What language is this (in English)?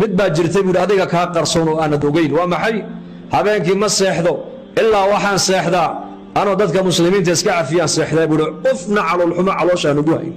Somali